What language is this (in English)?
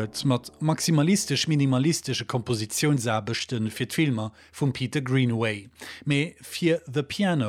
Luxembourgish